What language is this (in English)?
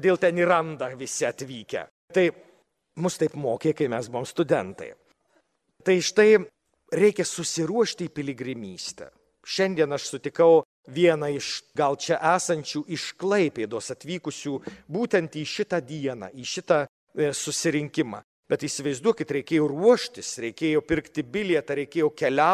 Lithuanian